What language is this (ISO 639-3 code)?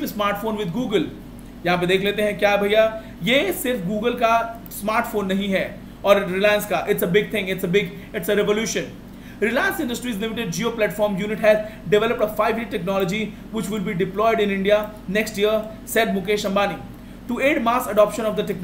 hin